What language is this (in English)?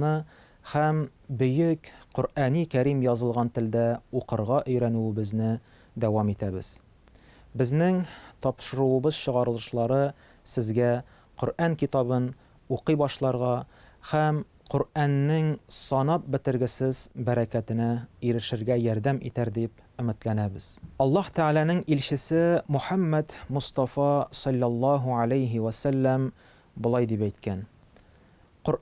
Tatar